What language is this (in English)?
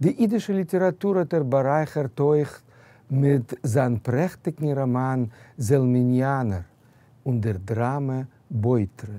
Yiddish